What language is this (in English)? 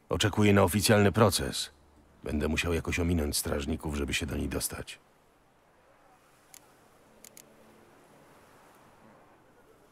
Polish